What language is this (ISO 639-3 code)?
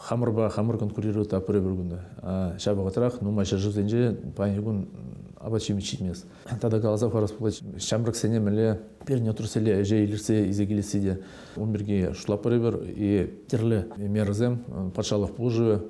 chv